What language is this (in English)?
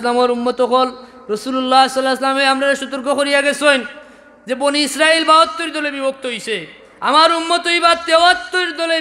Sylheti